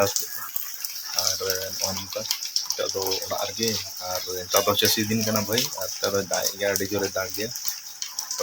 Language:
Santali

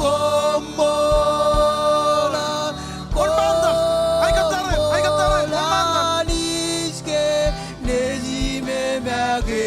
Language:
Marshallese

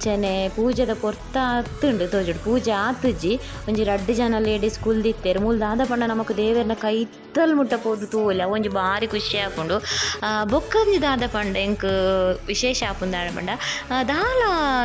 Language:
Tulu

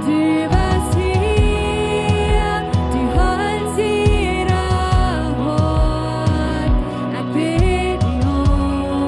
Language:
Plautdietsch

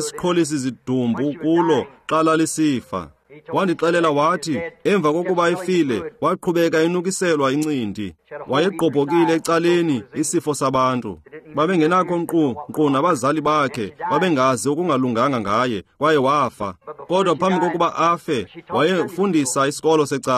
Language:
Xhosa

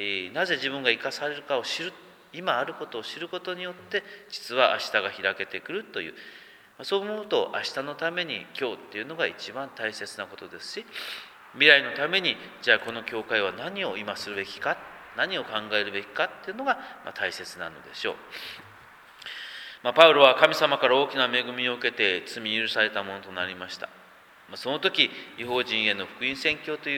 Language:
Japanese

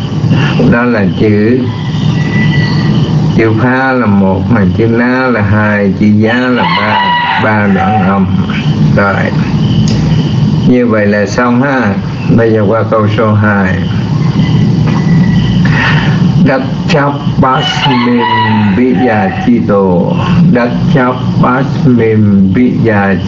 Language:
Vietnamese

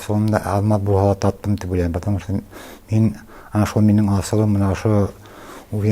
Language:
Bashkir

